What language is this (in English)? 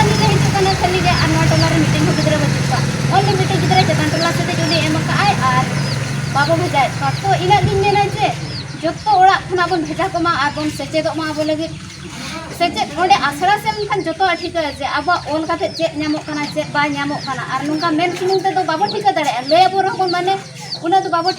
Santali